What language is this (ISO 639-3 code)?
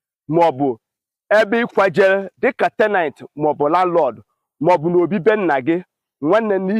ibo